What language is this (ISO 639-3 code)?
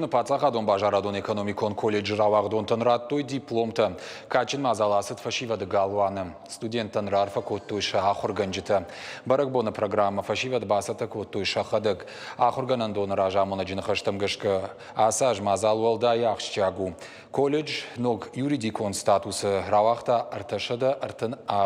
oss